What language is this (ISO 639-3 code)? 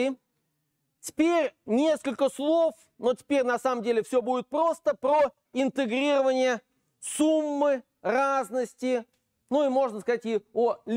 rus